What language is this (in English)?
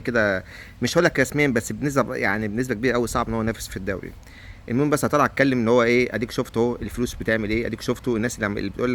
Egyptian Arabic